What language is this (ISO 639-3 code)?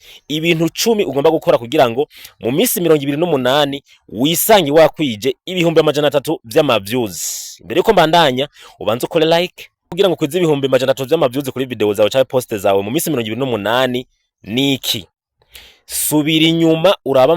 run